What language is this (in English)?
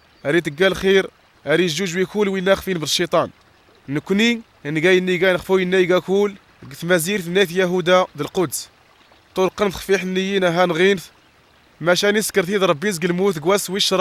Kabyle